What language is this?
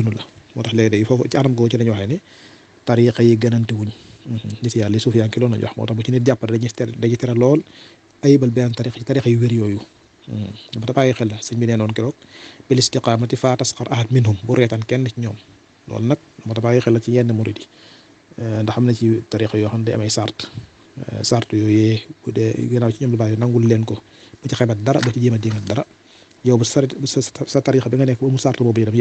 Wolof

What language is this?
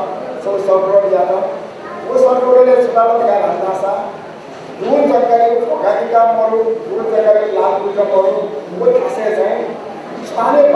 Newari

